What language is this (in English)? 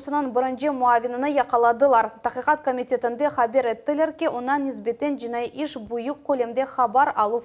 Crimean Tatar